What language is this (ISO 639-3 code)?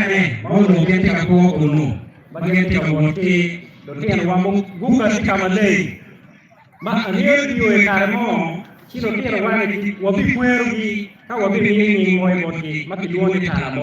ach